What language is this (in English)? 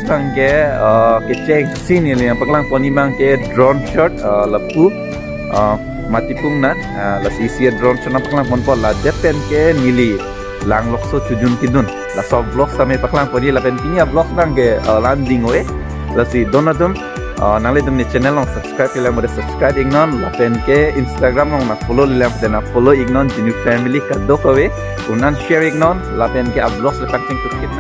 Karbi